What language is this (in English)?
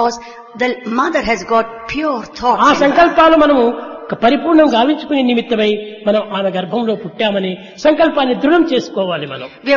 Telugu